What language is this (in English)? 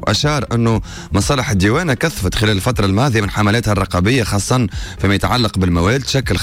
Tunisian Arabic